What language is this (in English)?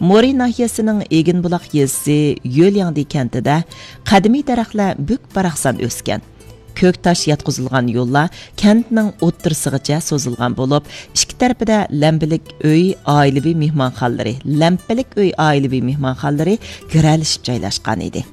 Uyghur